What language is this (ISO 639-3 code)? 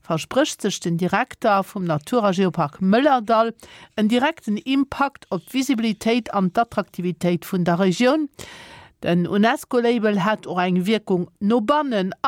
ltz